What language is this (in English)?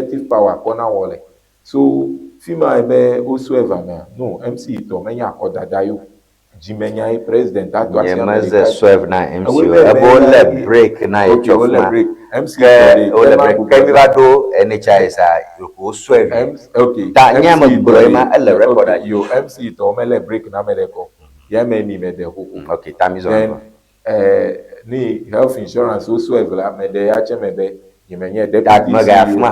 Ewe